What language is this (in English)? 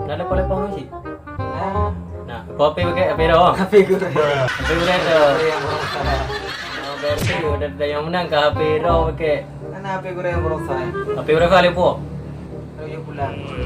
Achinese